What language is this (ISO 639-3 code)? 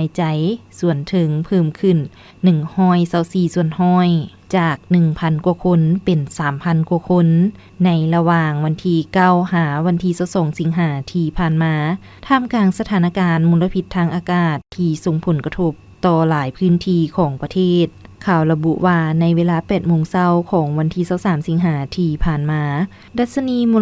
lao